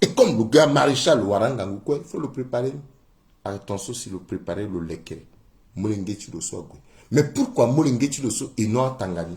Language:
Sango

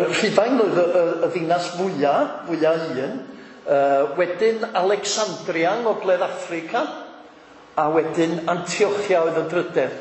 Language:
Welsh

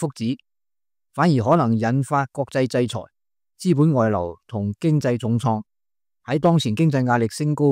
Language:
Cantonese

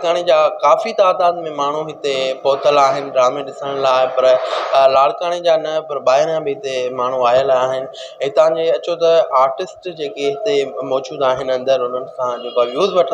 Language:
Sindhi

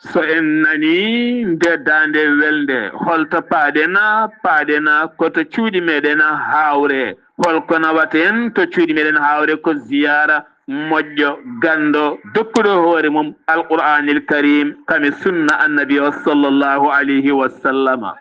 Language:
Fula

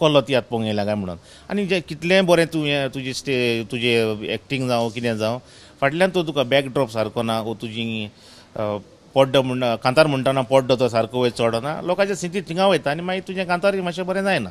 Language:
Konkani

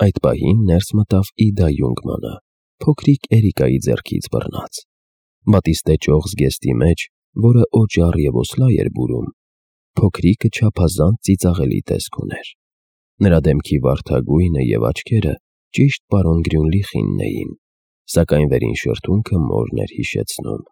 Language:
Armenian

